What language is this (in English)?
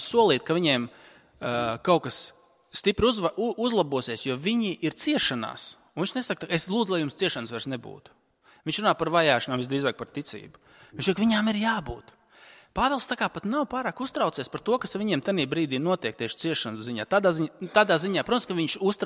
Latvian